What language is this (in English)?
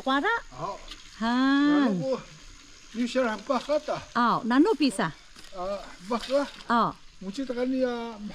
Atayal